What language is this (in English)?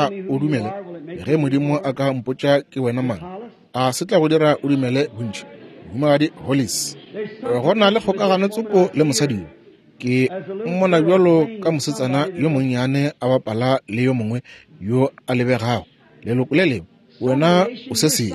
Northern Sotho